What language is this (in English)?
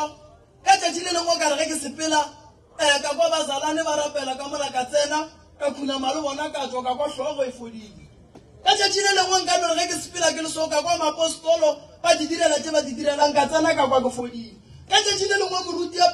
Northern Sotho